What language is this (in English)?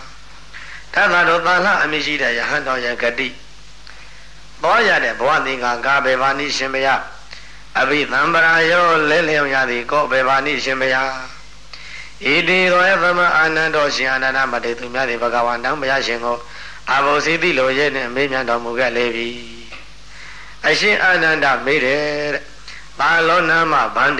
Burmese